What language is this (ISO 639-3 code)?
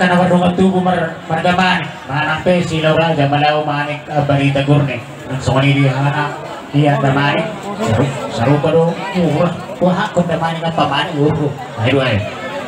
bbc